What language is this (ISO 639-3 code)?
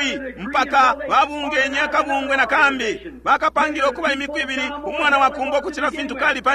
bem